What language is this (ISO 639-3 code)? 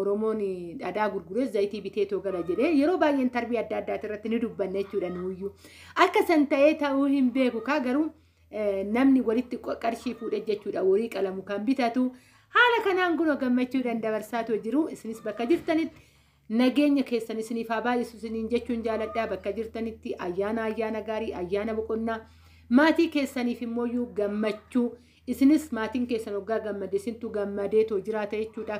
orm